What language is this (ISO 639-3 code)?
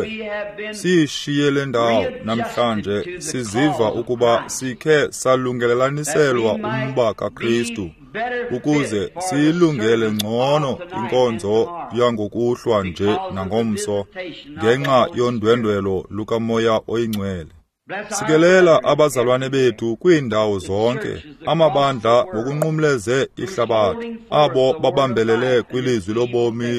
xho